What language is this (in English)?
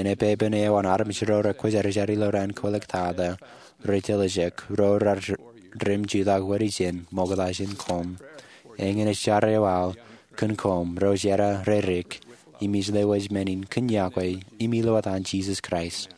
Marshallese